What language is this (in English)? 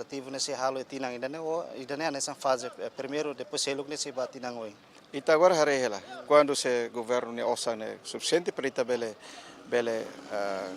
Tetum